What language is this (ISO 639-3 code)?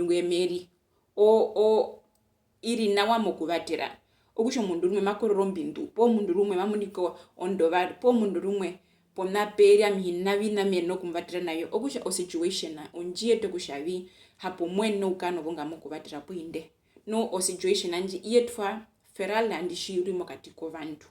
her